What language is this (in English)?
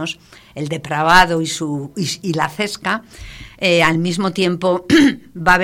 Spanish